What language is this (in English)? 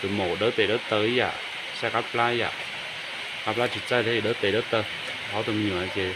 Hmong